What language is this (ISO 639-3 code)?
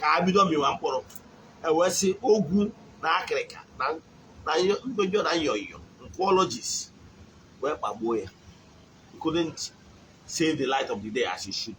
ibo